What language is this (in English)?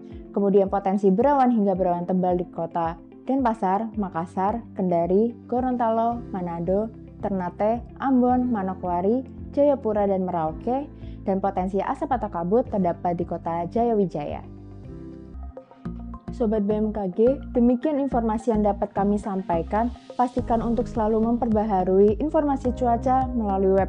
Indonesian